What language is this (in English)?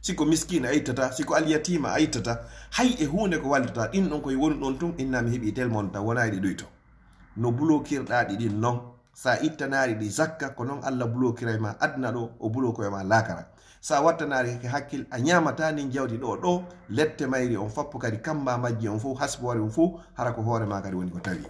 Fula